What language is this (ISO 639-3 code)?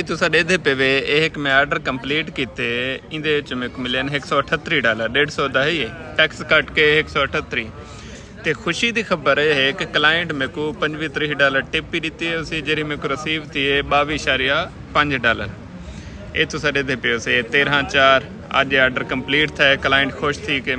skr